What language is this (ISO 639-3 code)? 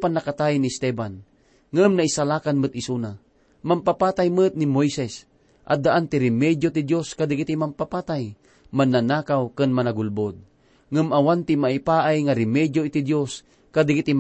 ilo